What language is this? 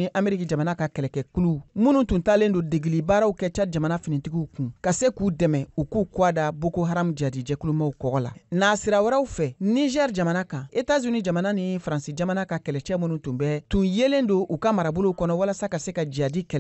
Bambara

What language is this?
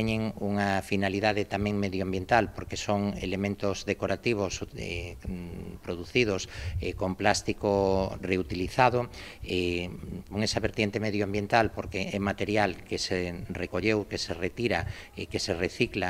Galician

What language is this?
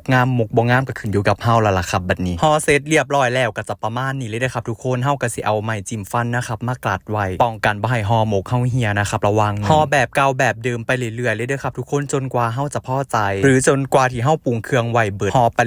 Northeastern Thai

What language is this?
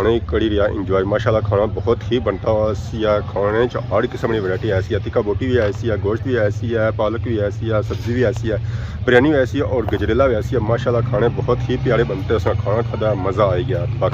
Pahari-Potwari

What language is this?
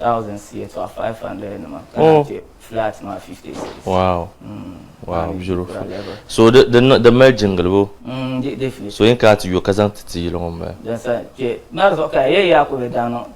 Dagbani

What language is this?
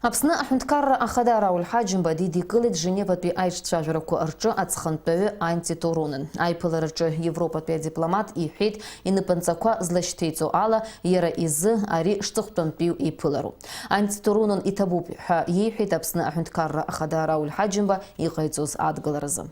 Abkhazian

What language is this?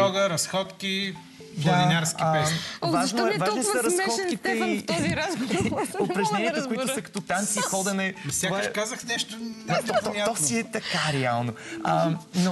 Bulgarian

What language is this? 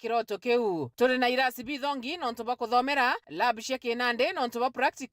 Meru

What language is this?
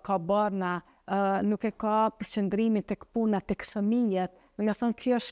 Albanian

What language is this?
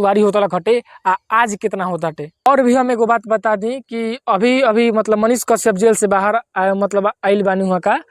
Bhojpuri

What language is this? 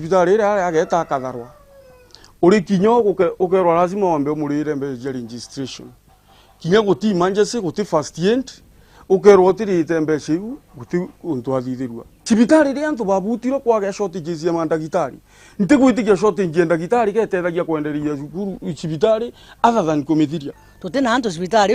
Meru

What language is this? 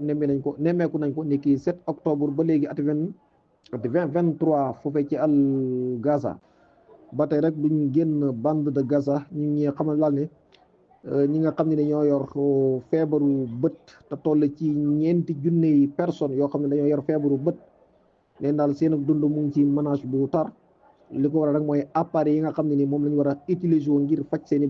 Wolof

